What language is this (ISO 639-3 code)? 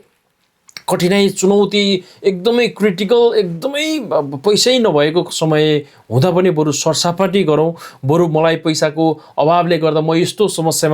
nep